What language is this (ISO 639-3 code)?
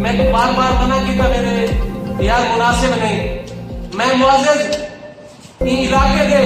skr